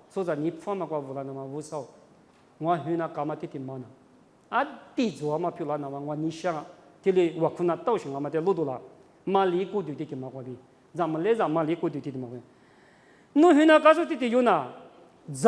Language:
Lisu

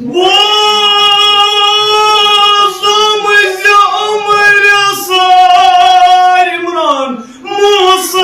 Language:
Kashmiri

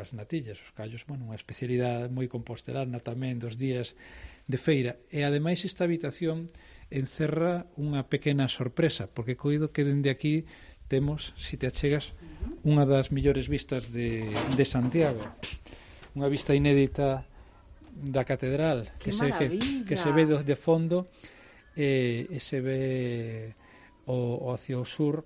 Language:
Galician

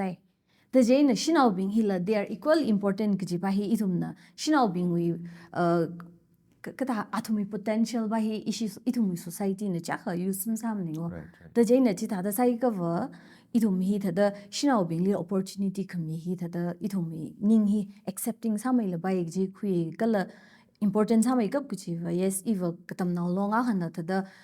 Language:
Tangkhul Naga (India)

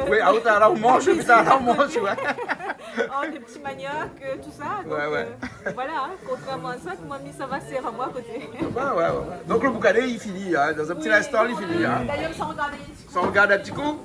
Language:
Réunion Creole French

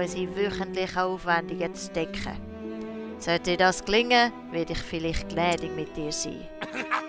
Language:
Swiss German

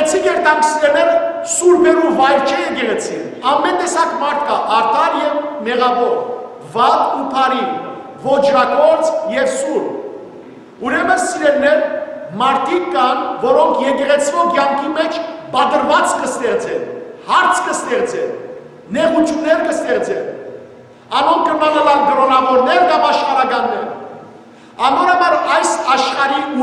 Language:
Western Armenian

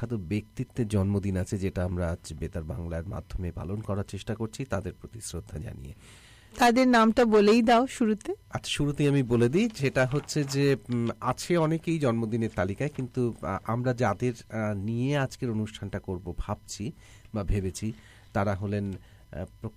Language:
Bangla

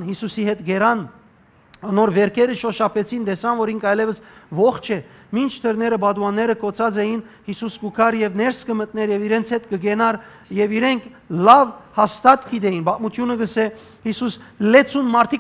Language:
Western Armenian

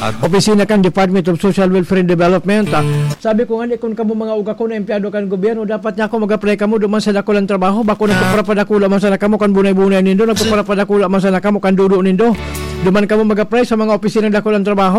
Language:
Bikol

